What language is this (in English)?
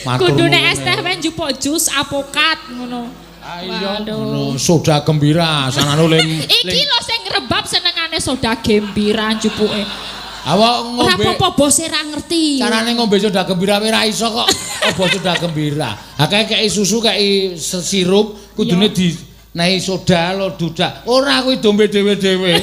Javanese